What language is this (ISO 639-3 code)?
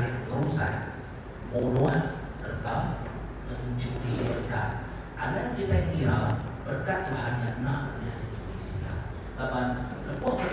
iba